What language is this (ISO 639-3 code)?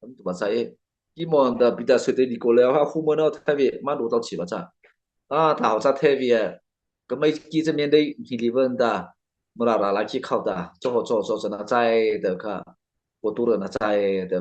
mrh